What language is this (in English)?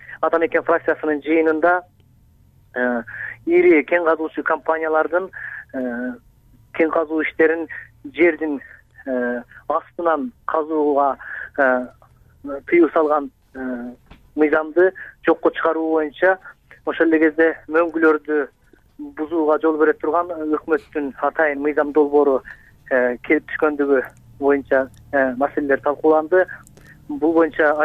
Kyrgyz